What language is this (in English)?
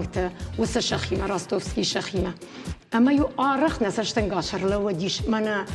Ossetic